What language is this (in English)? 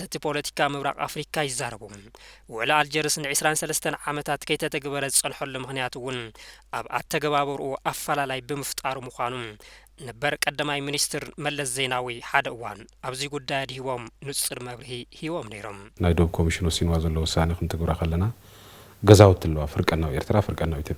Tigrinya